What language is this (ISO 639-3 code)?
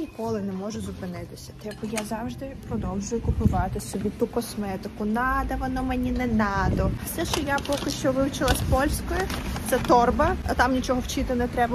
ukr